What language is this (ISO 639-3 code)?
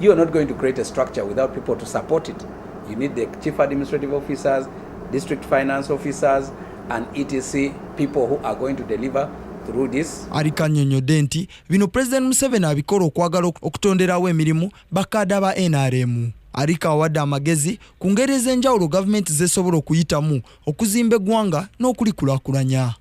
lug